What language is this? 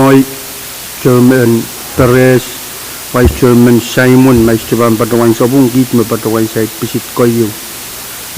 Pohnpeian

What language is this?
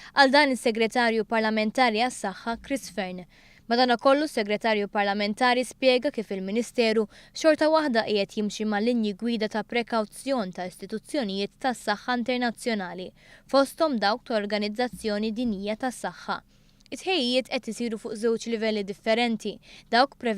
Maltese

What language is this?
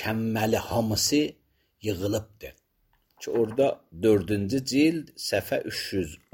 Azerbaijani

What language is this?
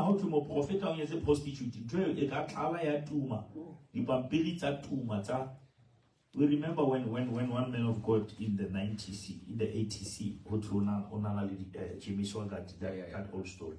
Southern Sotho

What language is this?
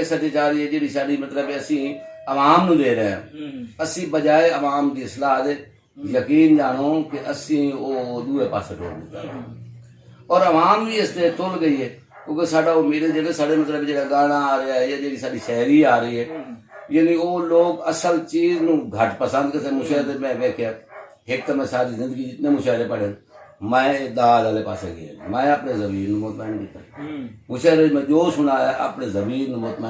Saraiki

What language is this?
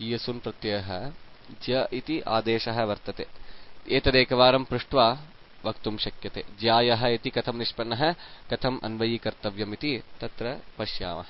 Sanskrit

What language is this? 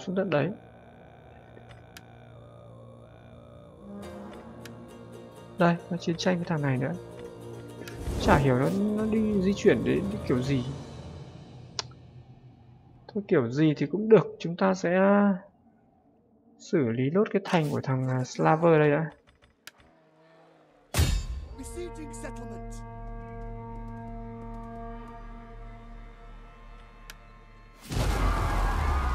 Vietnamese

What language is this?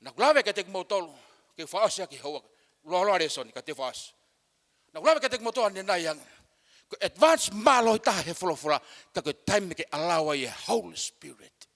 Tongan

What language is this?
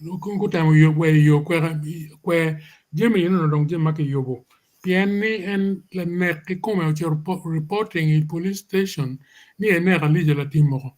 Acoli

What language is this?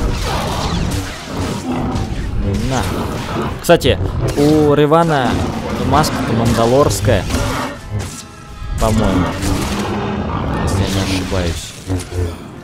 Russian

